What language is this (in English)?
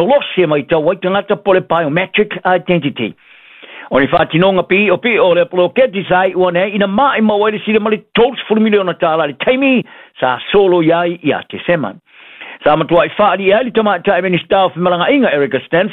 Samoan